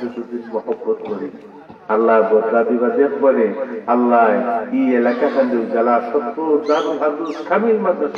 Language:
Sylheti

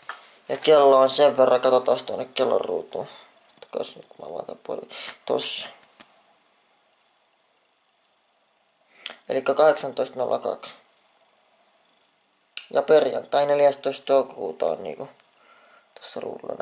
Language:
Finnish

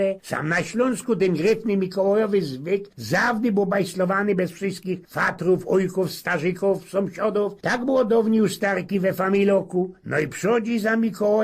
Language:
Silesian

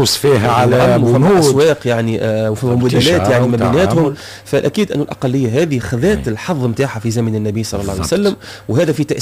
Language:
Tunisian Arabic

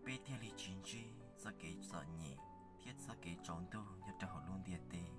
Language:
Hmong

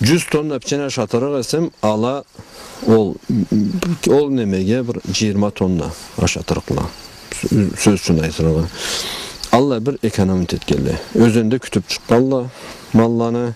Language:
Karachay-Balkar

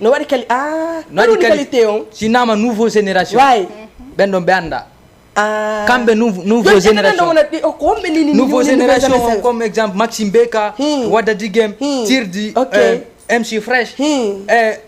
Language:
Fula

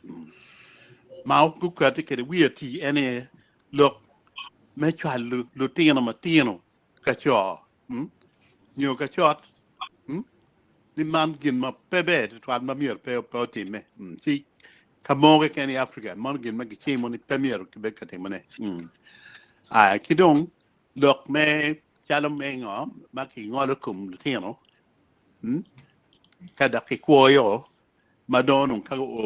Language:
Acoli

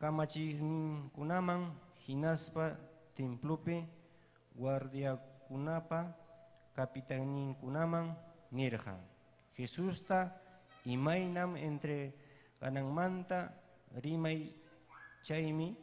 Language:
Ayacucho Quechua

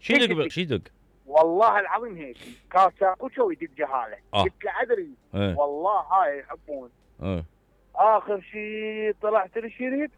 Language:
Mesopotamian Arabic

